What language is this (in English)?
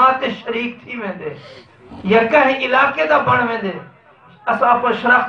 Saraiki